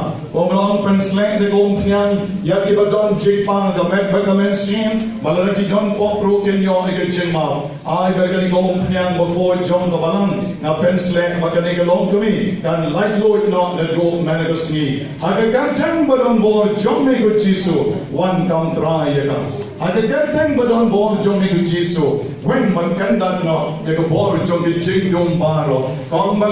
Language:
Khasi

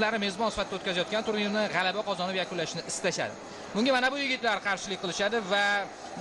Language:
Uzbek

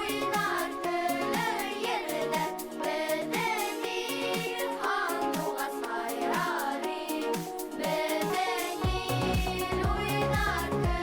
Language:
Bashkir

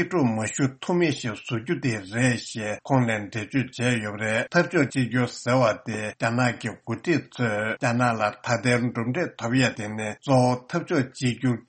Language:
Tibetan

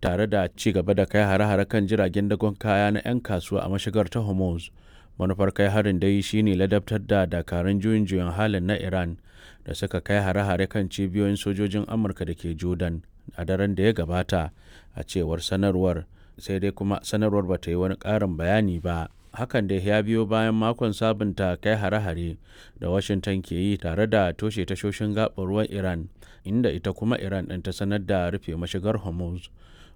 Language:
Hausa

